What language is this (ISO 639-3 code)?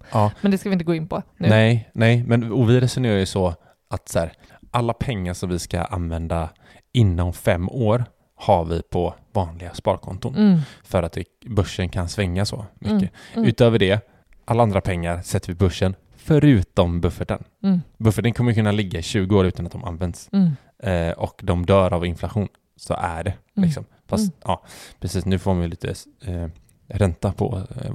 swe